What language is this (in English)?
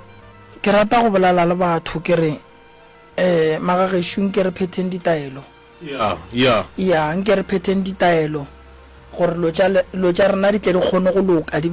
Northern Sotho